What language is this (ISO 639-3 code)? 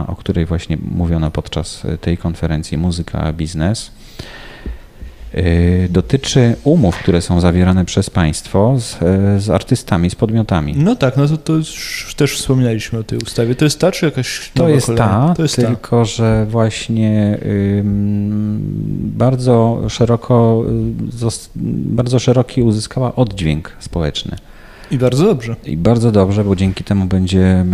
pol